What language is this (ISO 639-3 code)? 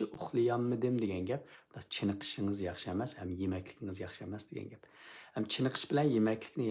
uig